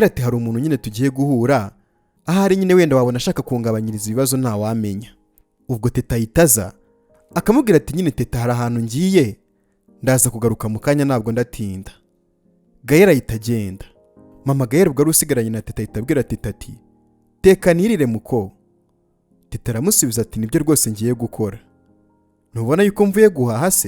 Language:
Kinyarwanda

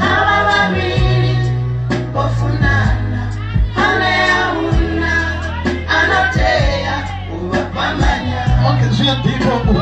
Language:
Venda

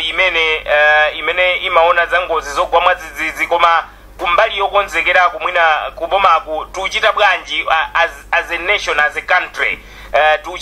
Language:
Nyanja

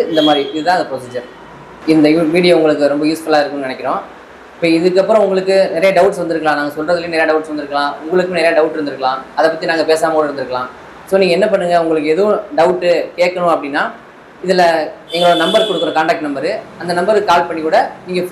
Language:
Tamil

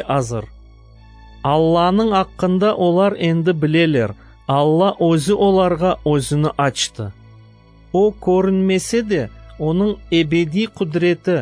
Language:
Crimean Tatar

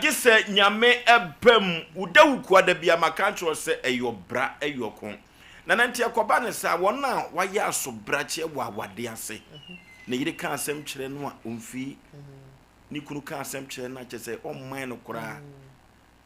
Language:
Akan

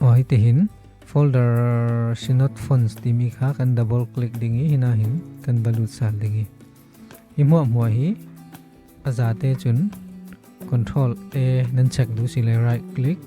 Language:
Falam Chin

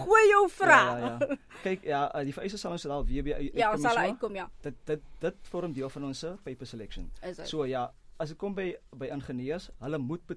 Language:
Afrikaans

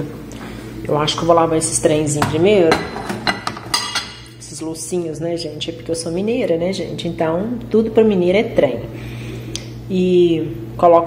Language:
Portuguese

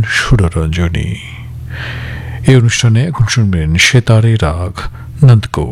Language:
Bangla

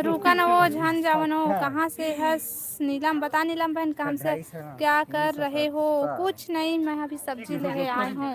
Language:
Chhattisgarhi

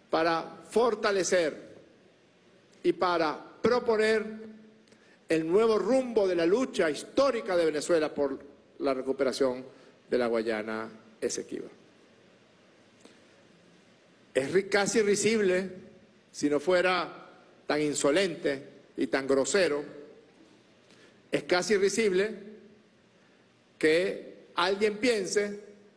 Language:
Spanish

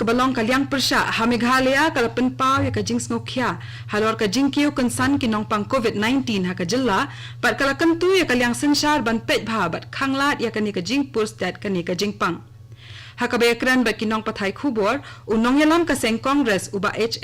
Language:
Khasi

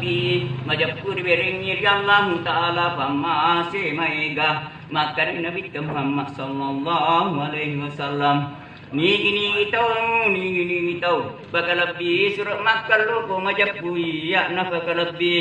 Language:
Buginese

